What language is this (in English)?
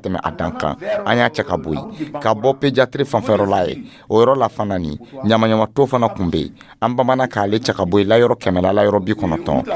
Dyula